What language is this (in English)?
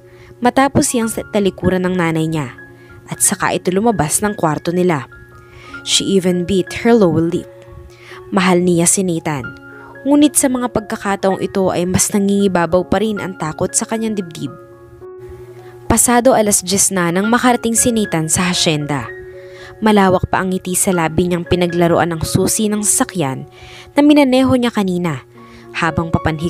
Filipino